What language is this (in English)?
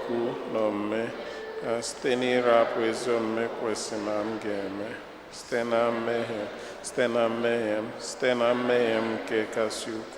Igbo